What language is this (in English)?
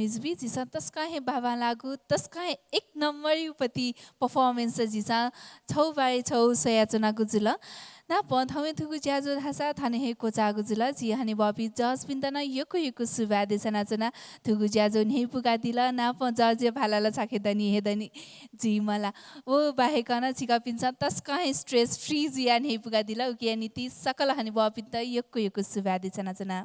Newari